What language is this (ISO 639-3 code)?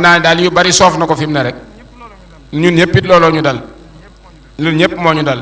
wol